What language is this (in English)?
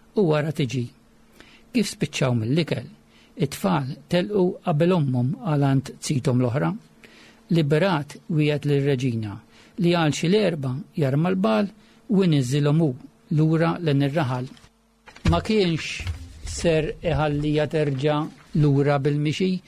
Maltese